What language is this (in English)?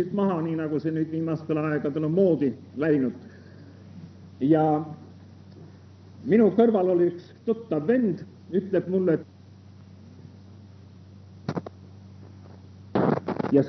Estonian